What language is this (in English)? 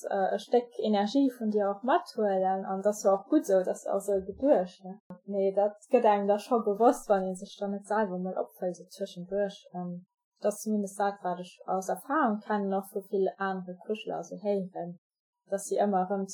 Luxembourgish